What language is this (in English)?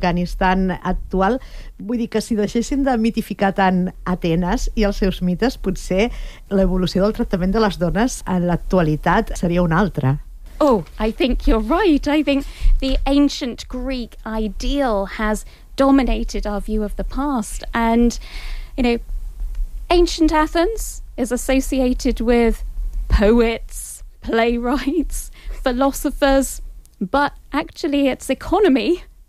Catalan